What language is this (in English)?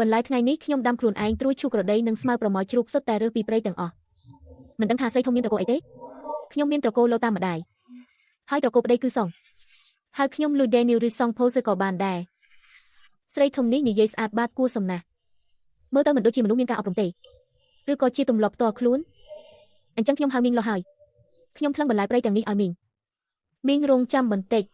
Khmer